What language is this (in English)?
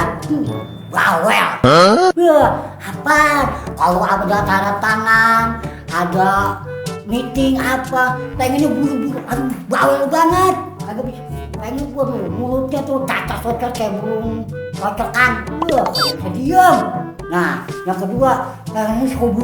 Betawi